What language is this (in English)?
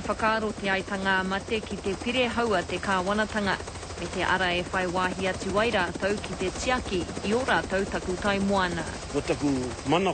Māori